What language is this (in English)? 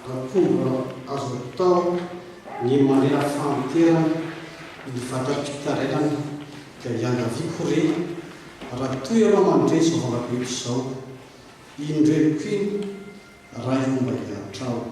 Malagasy